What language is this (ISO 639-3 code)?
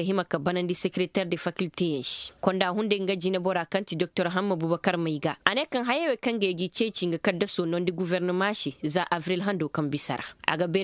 ses